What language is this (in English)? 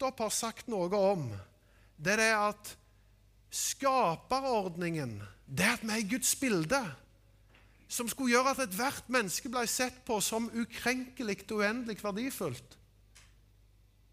Norwegian